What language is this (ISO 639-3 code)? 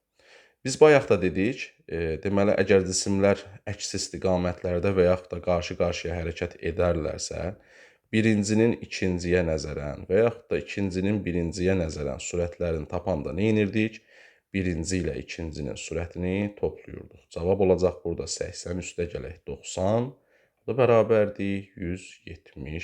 aze